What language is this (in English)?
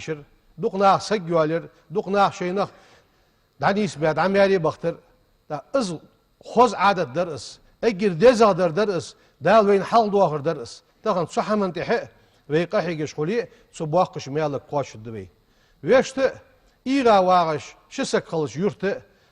Ingush